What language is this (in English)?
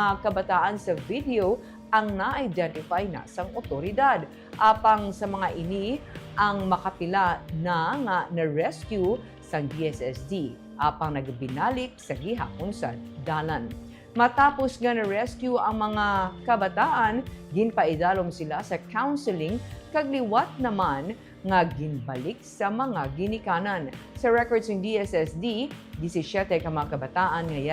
Hiligaynon